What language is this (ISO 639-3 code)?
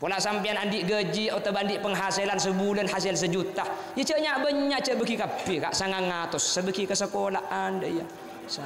mad